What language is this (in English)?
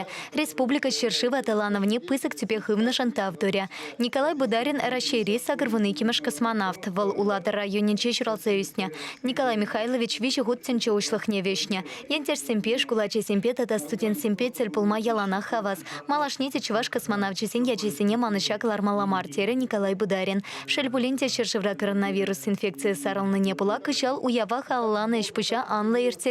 Chuvash